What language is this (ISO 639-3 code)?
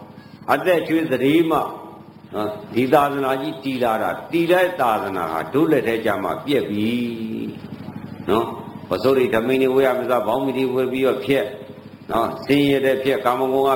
mya